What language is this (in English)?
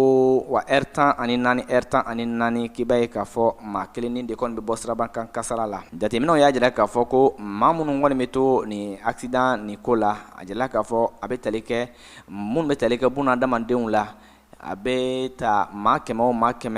Bambara